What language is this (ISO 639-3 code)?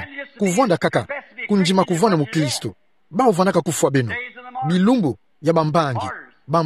ktu